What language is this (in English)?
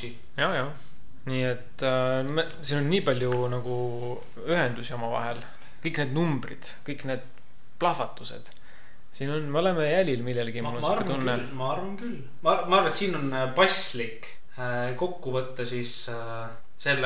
Estonian